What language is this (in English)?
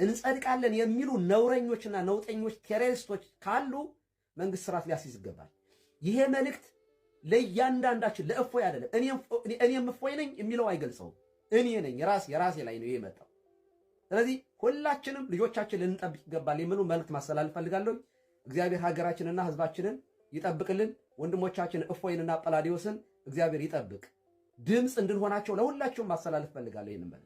Amharic